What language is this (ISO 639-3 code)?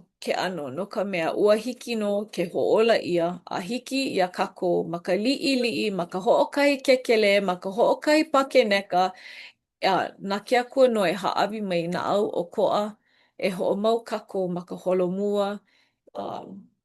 haw